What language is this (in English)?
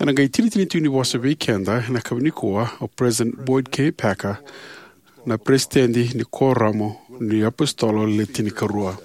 Fijian